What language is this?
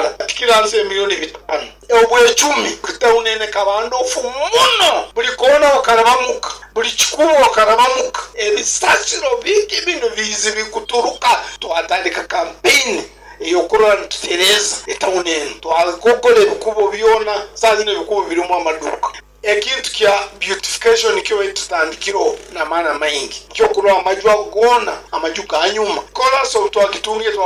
Nyoro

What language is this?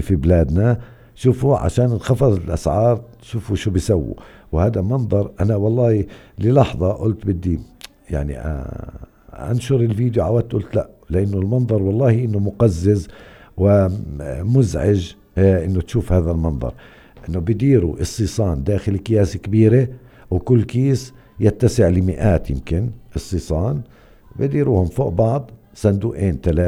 North Levantine Arabic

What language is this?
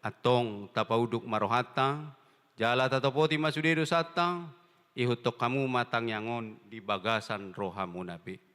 Batak Toba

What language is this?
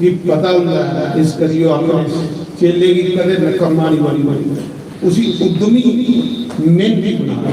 Dogri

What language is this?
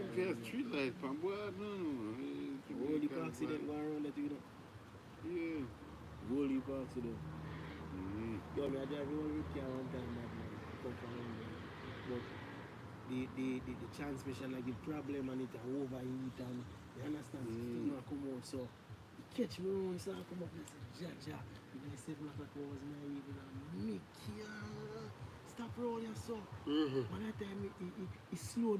Jamaican Creole English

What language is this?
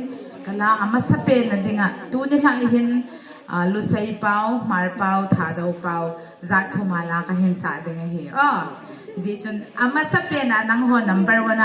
Hmar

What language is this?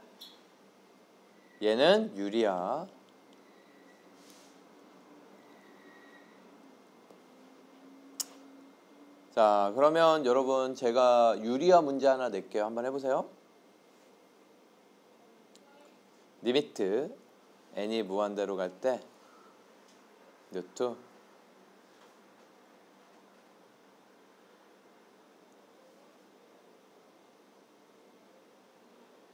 Korean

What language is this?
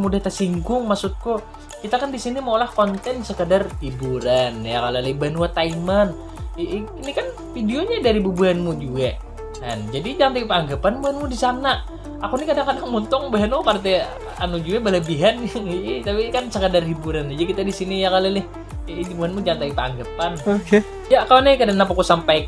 Banjar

